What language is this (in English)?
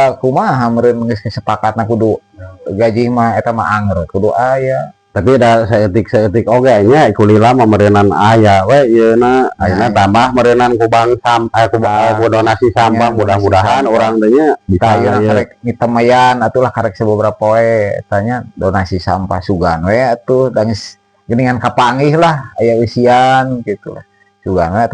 Sundanese